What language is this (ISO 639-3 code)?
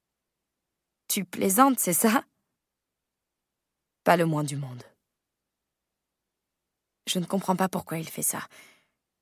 fra